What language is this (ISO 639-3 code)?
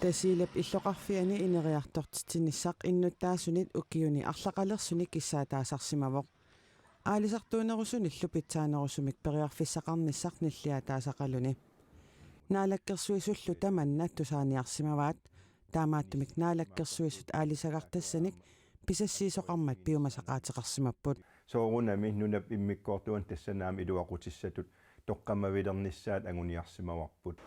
kal